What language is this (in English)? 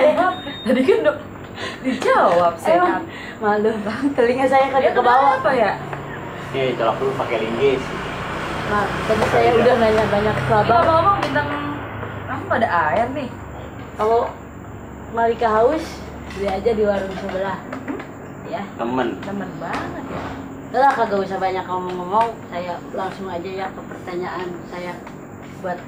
Betawi